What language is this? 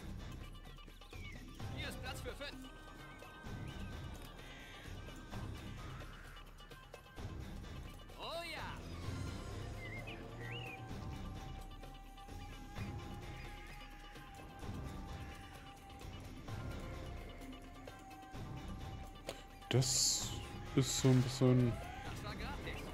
German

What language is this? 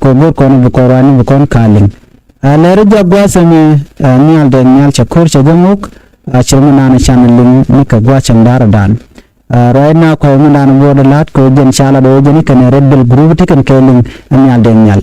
Nuer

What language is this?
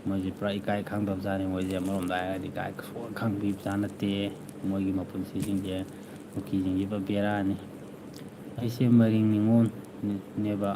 Manipuri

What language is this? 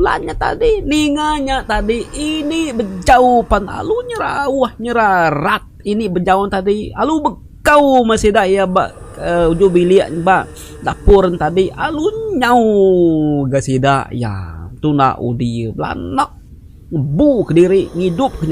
Iban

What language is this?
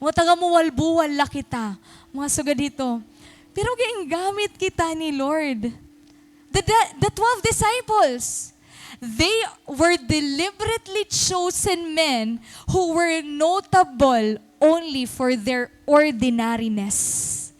Waray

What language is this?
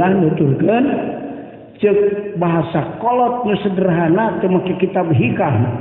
Sundanese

